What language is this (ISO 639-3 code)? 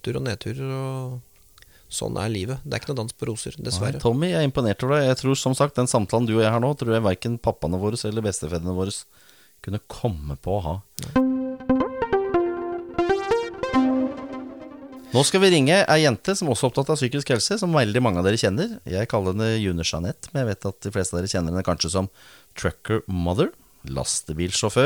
nor